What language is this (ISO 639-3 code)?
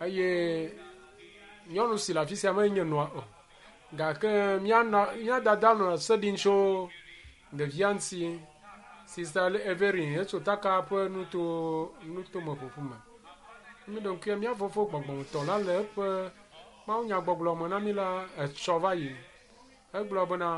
ewe